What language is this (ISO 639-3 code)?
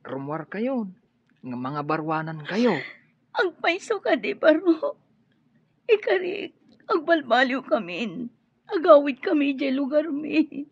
ilo